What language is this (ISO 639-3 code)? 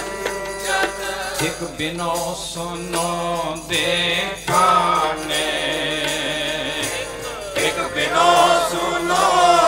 pan